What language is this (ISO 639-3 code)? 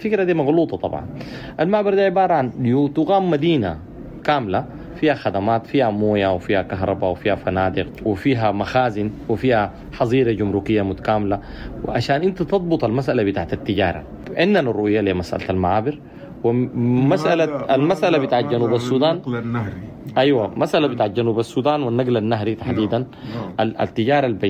apd